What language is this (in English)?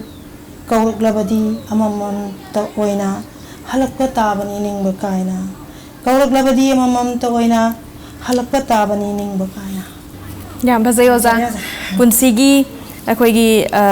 Manipuri